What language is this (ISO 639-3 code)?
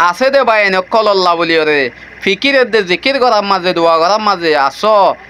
rhg